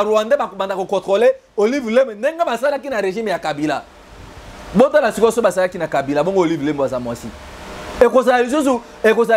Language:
Lingala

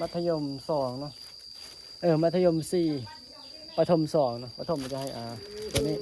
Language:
Northeastern Thai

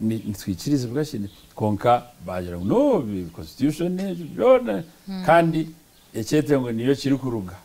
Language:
Nyankole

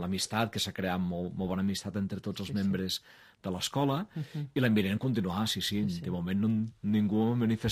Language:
Catalan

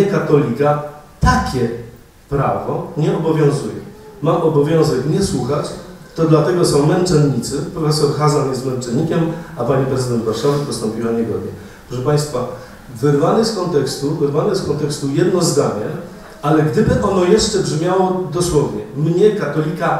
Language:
Polish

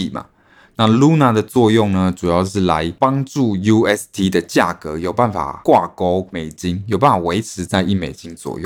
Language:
Chinese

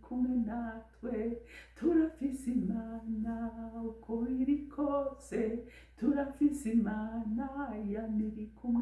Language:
Rundi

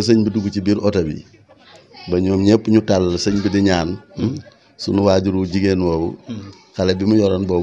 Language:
Wolof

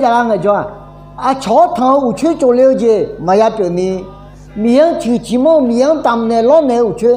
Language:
Akha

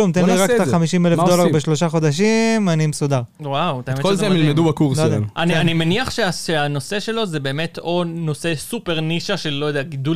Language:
Hebrew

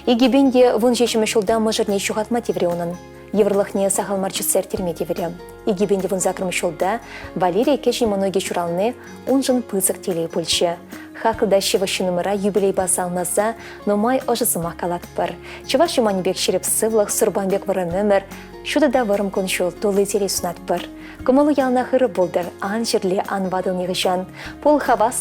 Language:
Chuvash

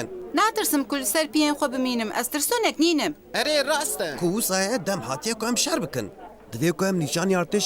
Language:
Kurdish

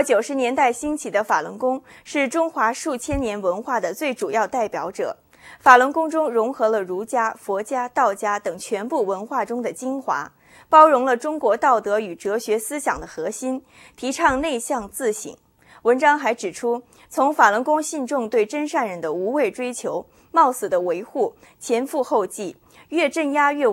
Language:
Chinese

